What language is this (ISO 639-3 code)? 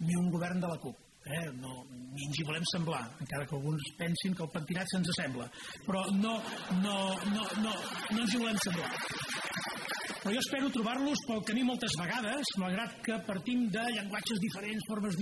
cat